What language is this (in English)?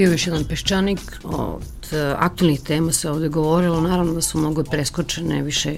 Serbian